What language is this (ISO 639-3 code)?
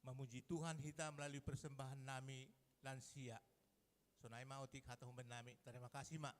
bts